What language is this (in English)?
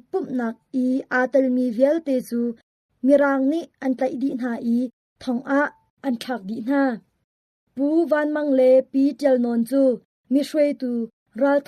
Hakha Chin